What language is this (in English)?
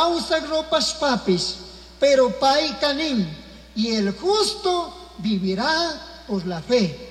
Chimborazo Highland Quichua